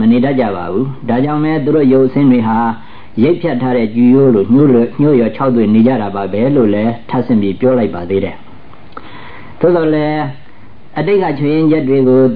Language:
Burmese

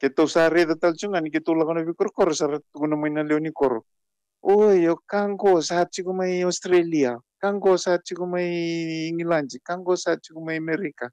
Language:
Fijian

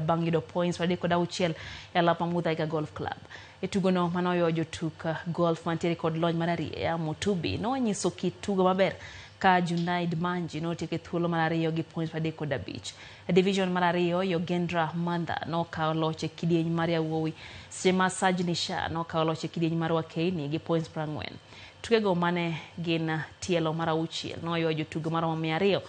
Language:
Luo (Kenya and Tanzania)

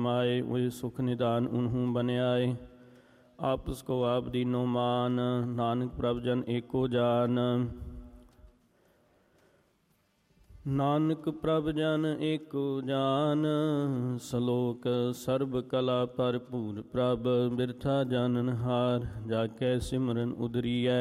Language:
Punjabi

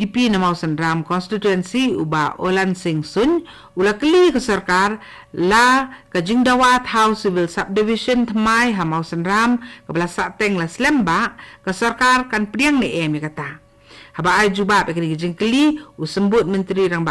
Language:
Khasi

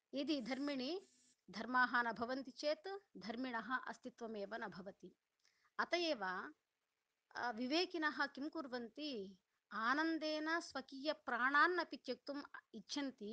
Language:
Sanskrit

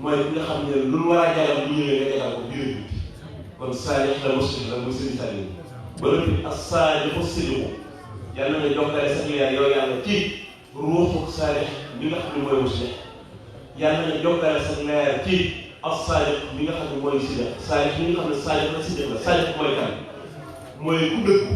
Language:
Wolof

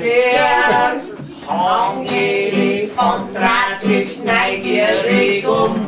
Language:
Bavarian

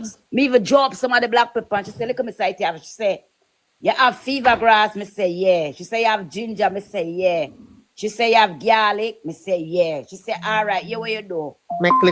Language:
Jamaican Creole English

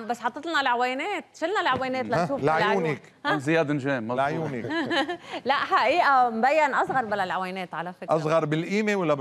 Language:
North Levantine Arabic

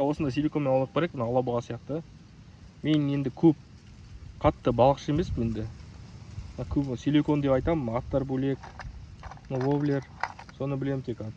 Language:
Kazakh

